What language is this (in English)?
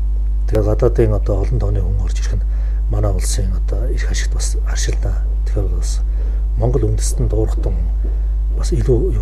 Mongolian